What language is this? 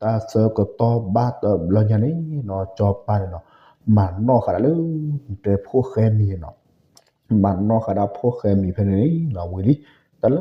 S'gaw Karen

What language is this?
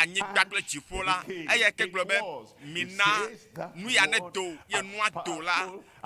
Ewe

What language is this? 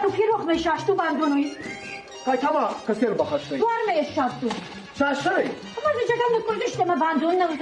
Ossetic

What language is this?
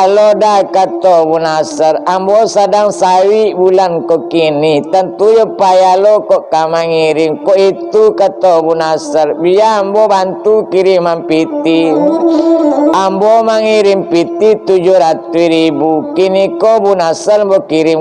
Minangkabau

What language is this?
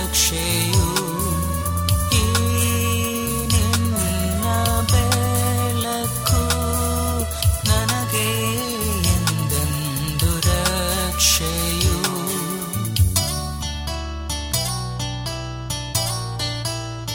Kannada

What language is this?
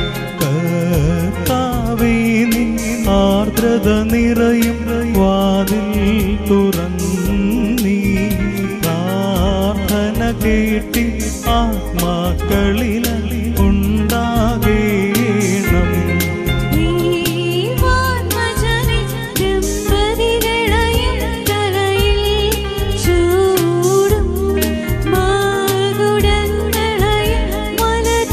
Malayalam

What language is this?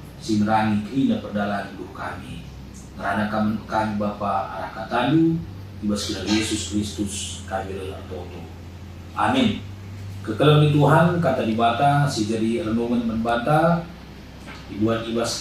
Batak Karo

